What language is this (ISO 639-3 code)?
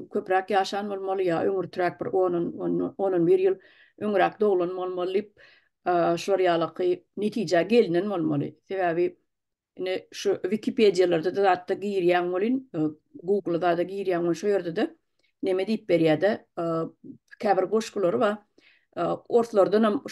tuk